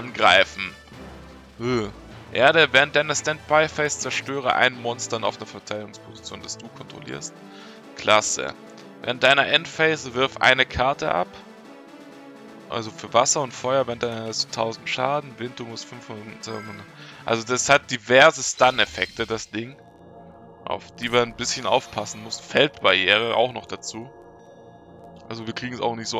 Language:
German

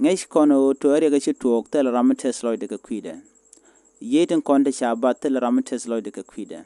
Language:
Nuer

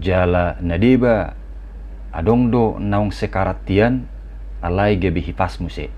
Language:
Batak Toba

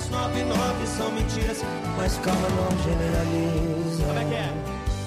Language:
Portuguese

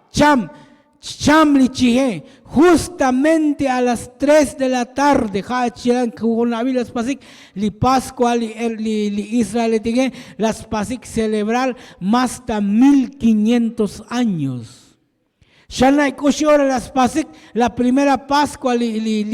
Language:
Tzotzil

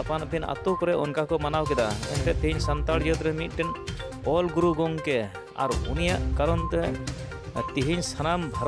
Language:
Santali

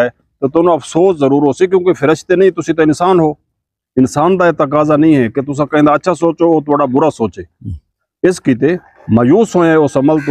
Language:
Saraiki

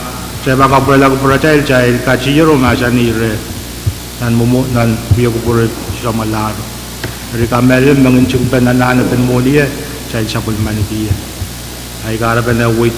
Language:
Pohnpeian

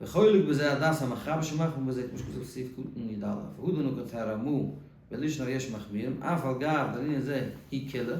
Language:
Yiddish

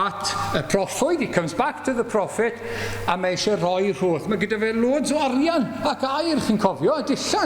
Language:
Welsh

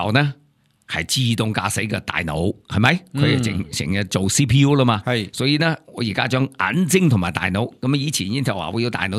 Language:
Cantonese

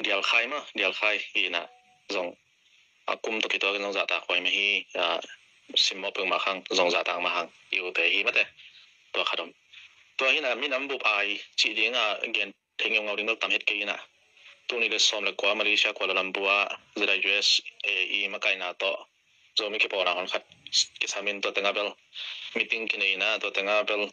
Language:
Tedim Chin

